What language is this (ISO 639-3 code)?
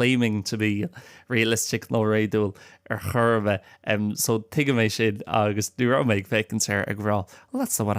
gle